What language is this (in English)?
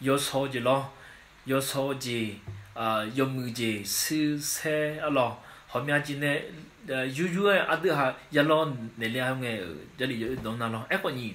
Akha